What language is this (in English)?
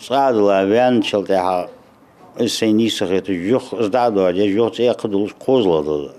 Ingush